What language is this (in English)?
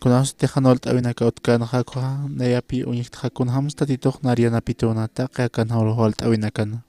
Aymara